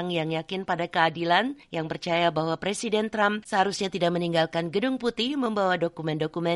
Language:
Indonesian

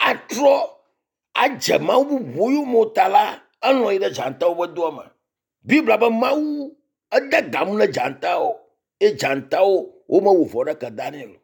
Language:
Ewe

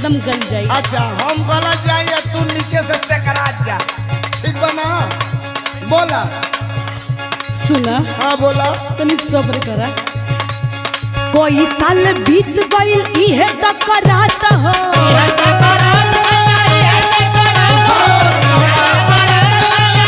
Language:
Bhojpuri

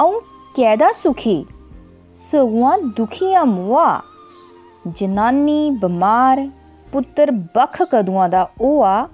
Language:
Dogri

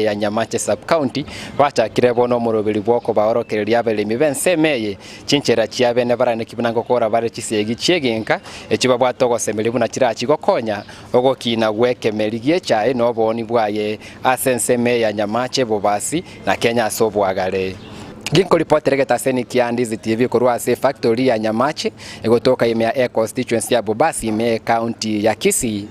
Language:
Gusii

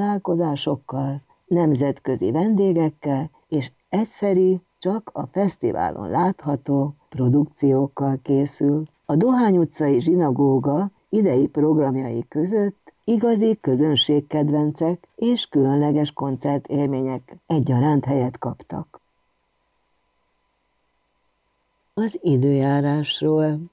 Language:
Hungarian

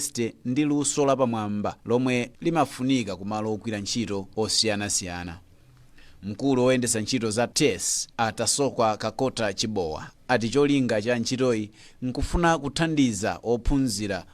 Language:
Nyanja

